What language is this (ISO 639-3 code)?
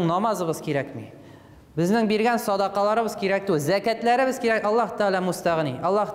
tat